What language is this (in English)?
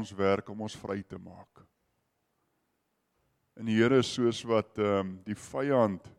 Afrikaans